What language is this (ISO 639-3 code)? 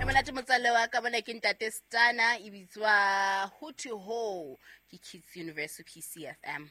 sot